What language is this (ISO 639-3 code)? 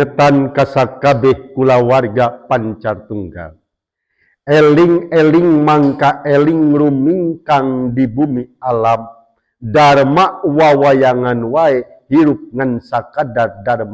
sun